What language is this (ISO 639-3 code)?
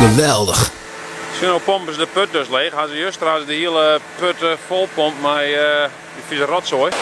fry